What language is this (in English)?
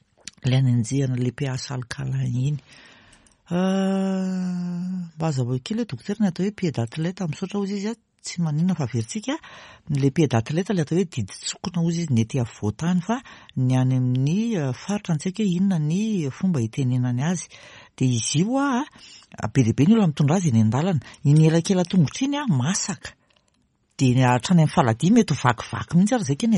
Malagasy